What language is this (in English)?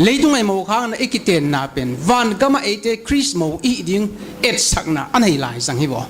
Paite Chin